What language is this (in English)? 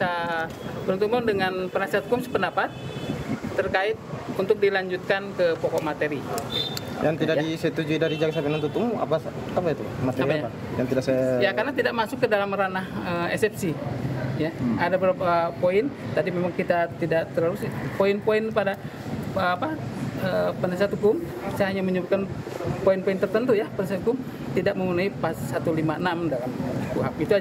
Indonesian